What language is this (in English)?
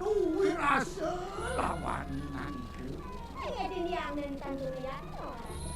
Balinese